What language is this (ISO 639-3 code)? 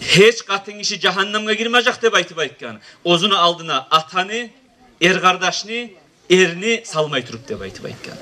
kum